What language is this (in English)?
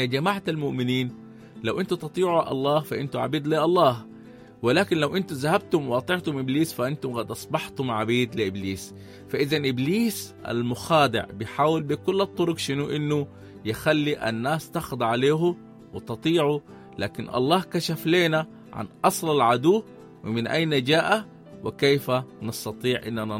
Sudanese Arabic